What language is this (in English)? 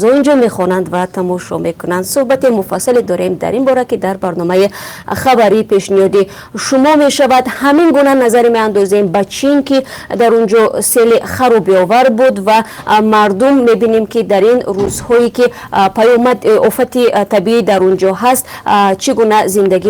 Tajik